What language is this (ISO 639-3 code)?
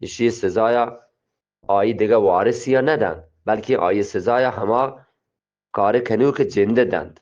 bgp